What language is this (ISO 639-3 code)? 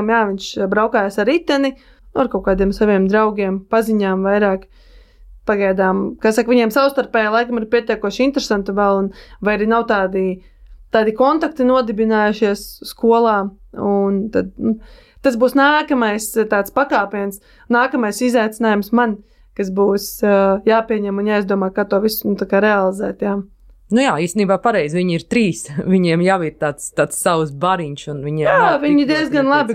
lav